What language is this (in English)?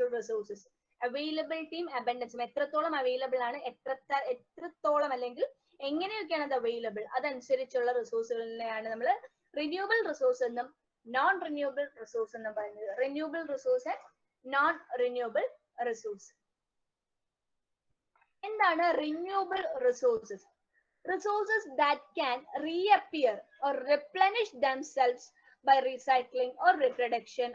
Malayalam